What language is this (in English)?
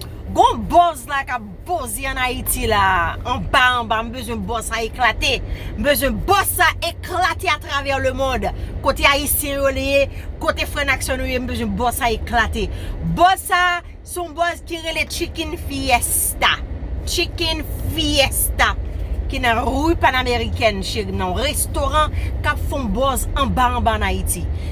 Haitian Creole